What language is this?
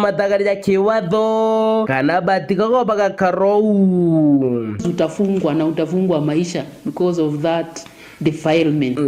Meru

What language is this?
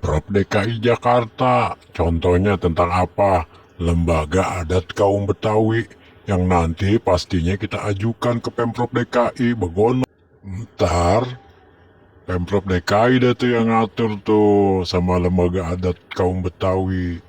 Betawi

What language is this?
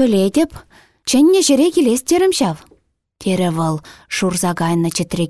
Chuvash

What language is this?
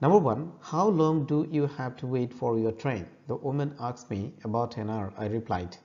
Assamese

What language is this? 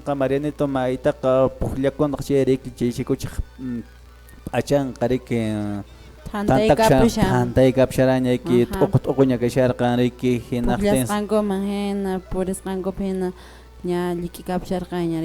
Quechua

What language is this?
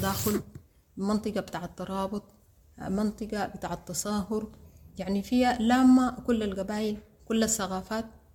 Sudanese Arabic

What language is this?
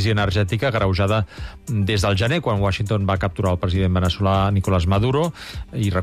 Catalan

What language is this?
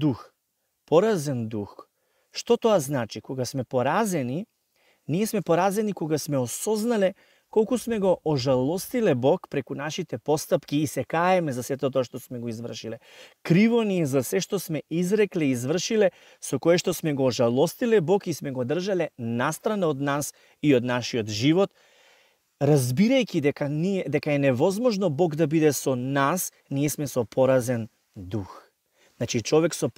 Macedonian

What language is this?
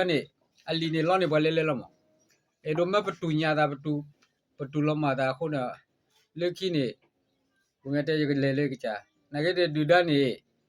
S'gaw Karen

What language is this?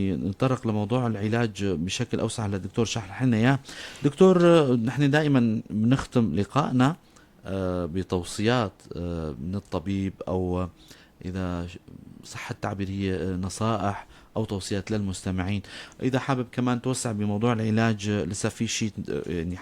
North Levantine Arabic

